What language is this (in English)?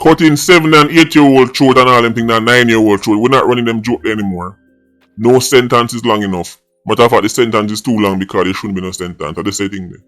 Jamaican Creole English